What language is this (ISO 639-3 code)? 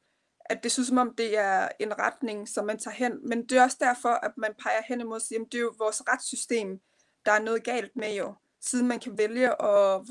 dan